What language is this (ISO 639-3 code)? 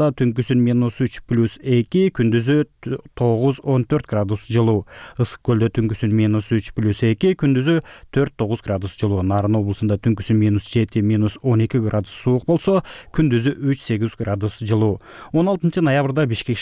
kir